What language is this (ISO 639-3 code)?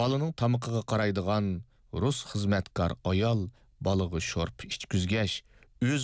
uig